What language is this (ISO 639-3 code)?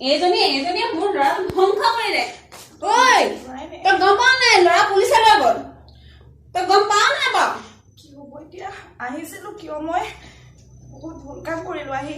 asm